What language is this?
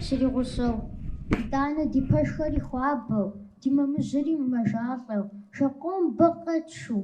Kabardian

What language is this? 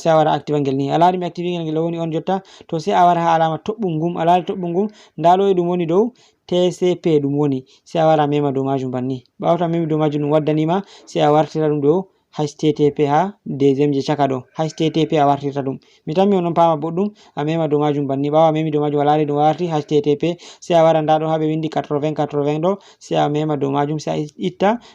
Fula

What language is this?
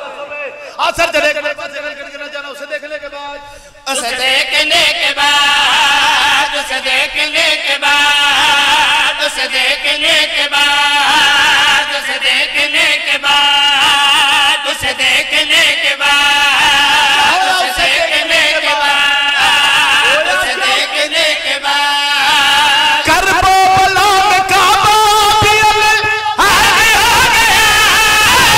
Hindi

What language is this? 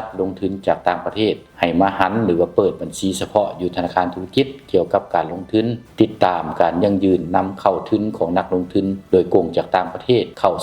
Lao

